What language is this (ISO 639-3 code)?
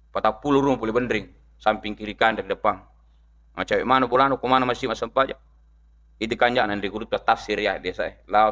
bug